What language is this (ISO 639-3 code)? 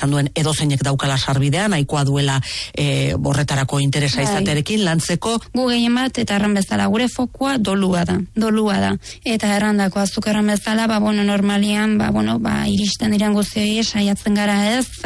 eus